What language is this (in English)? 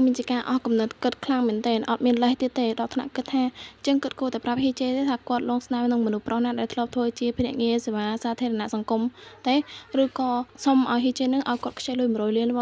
Khmer